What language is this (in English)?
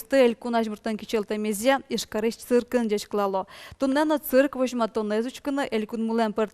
Udmurt